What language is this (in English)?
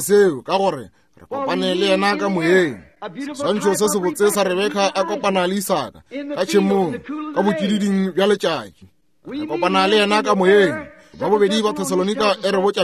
Northern Sotho